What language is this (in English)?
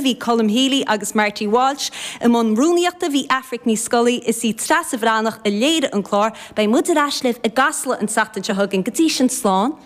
Irish